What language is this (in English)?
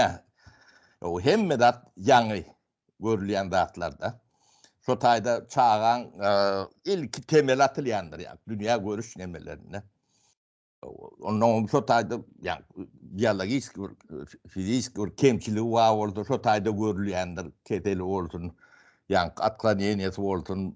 Turkmen